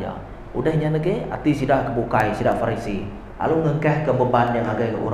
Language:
Iban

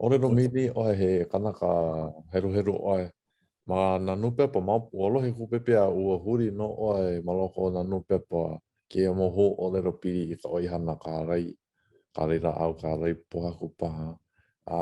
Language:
Hawaiian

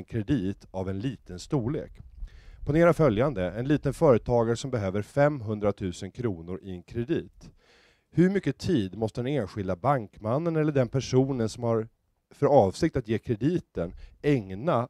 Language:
Swedish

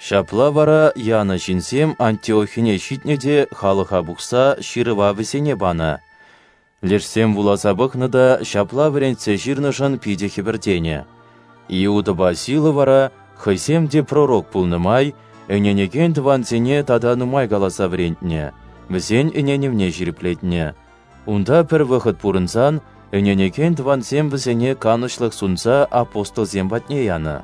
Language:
Chuvash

